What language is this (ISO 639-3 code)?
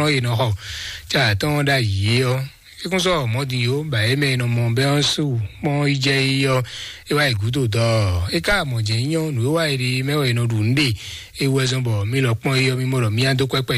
fon